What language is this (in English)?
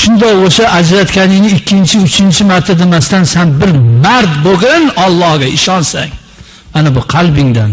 Uzbek